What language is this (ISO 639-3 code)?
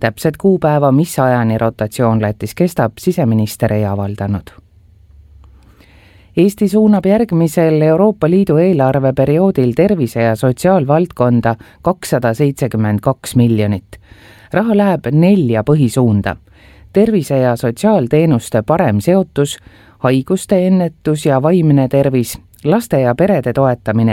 est